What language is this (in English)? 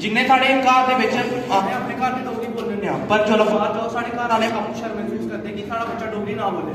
Dogri